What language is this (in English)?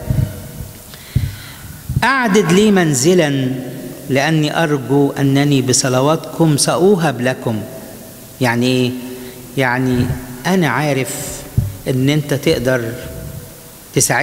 Egyptian Arabic